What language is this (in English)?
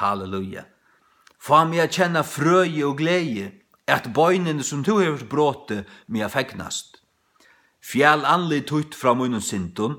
Faroese